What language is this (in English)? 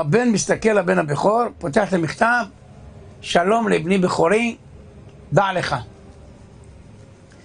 Hebrew